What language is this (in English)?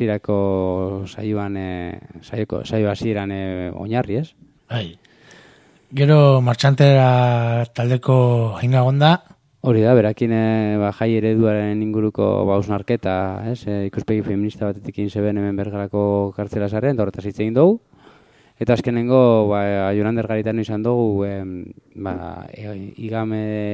Basque